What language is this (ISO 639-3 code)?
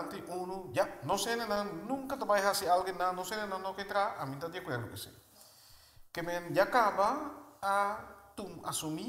pap